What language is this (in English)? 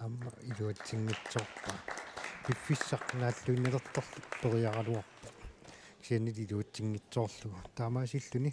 Kalaallisut